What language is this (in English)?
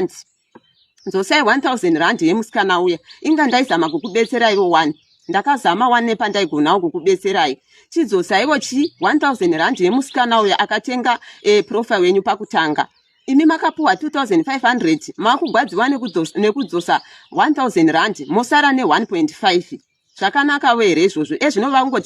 Shona